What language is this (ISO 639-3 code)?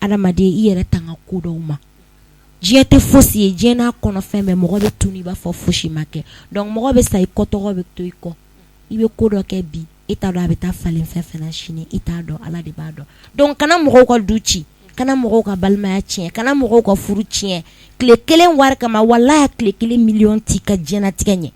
bam